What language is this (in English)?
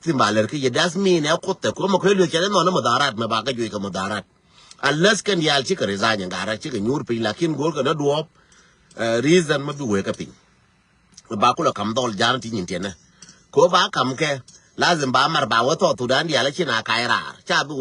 Nuer